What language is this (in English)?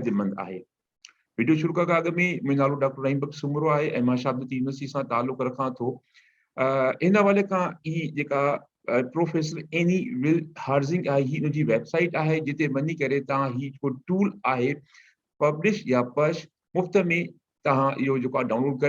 Sindhi